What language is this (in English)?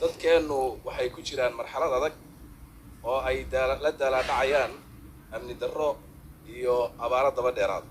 Somali